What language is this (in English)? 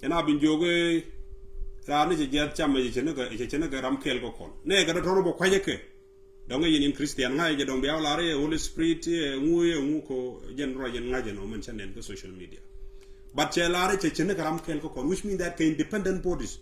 Nuer